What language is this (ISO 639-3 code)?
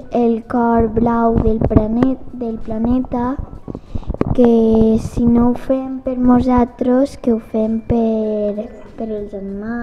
cat